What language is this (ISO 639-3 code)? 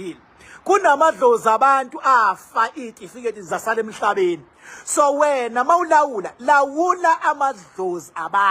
zul